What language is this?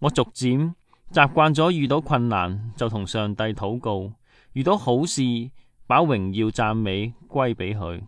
Cantonese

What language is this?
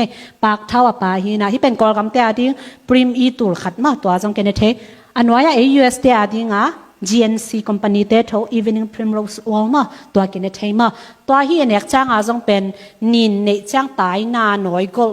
Tedim Chin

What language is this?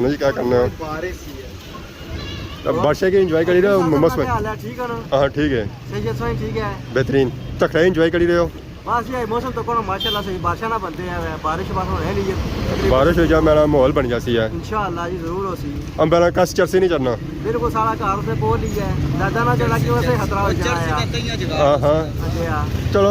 Pahari-Potwari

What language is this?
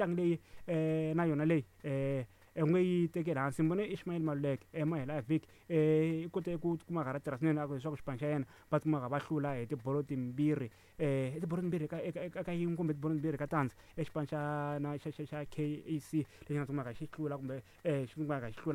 Tsonga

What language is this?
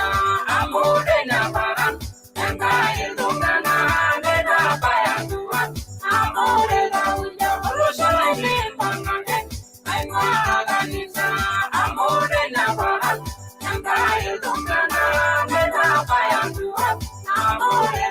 Masai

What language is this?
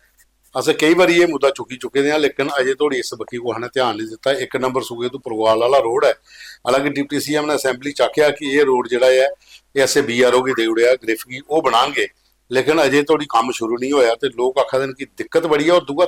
Dogri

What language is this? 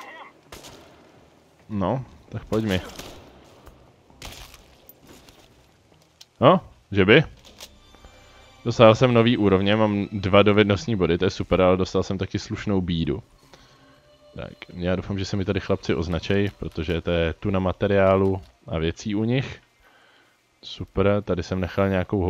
Czech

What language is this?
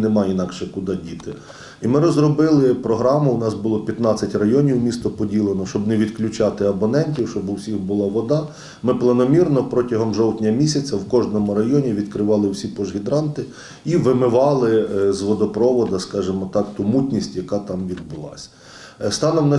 Ukrainian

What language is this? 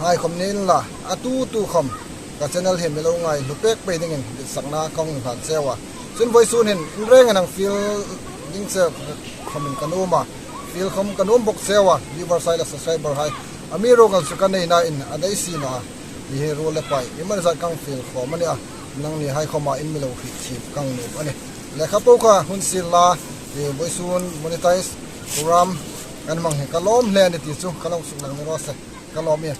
Hmar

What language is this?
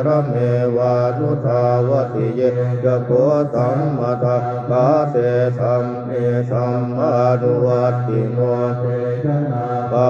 Pali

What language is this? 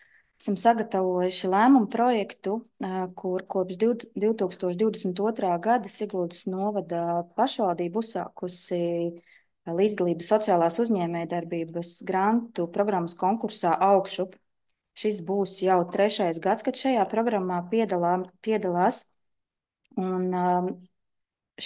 Latvian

